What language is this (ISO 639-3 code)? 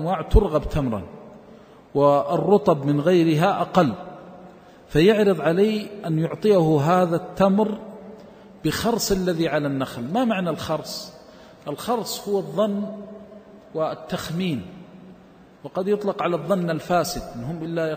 ara